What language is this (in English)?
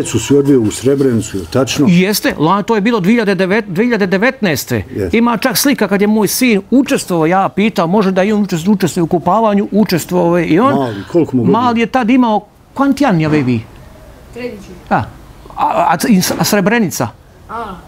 Bosnian